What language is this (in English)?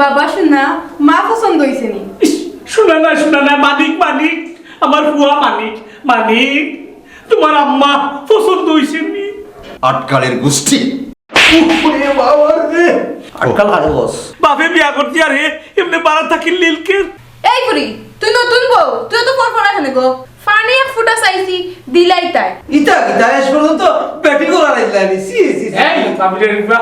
Sylheti